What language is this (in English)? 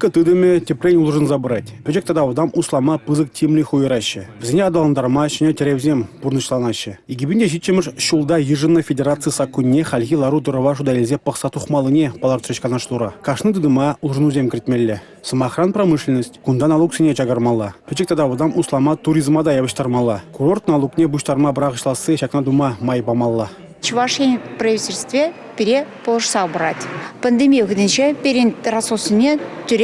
Chuvash